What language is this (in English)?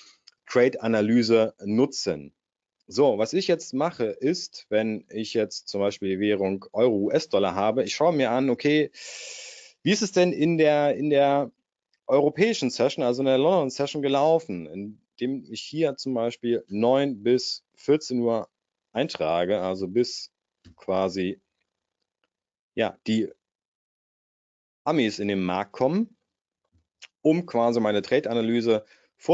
German